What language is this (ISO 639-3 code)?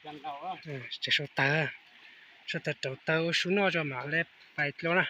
hmn